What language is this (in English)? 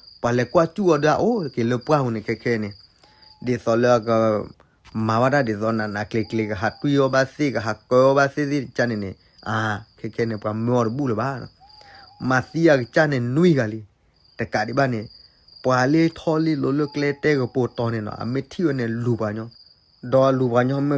S'gaw Karen